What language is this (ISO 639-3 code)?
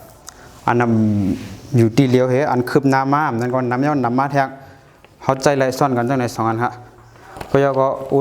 shn